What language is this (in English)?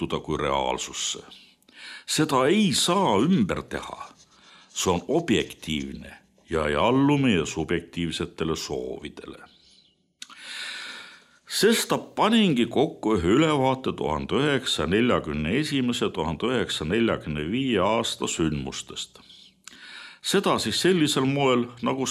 Estonian